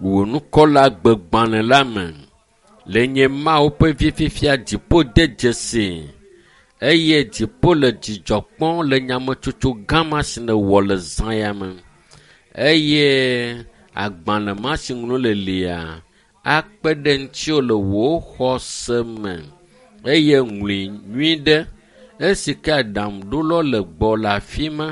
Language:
Ewe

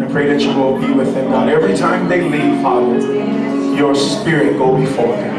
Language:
Samoan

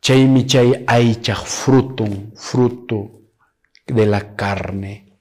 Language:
Quechua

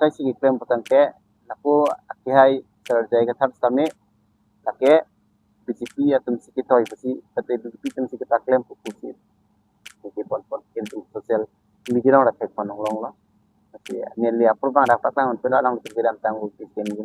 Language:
Karbi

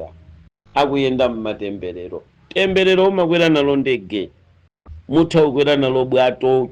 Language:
Nyanja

